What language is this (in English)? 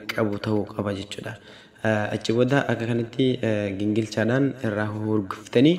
Oromo